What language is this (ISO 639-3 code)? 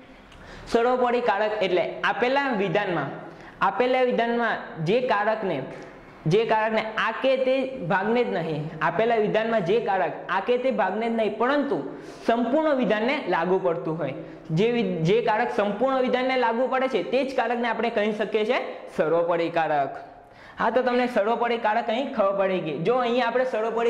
guj